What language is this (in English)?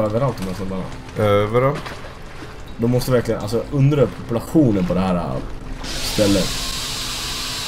Swedish